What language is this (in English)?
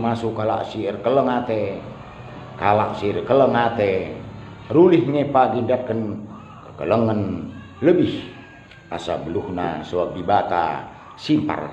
Batak Karo